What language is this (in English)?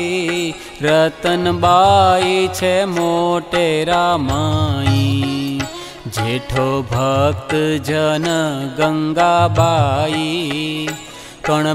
Gujarati